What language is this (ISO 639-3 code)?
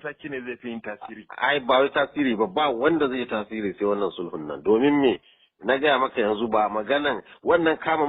hau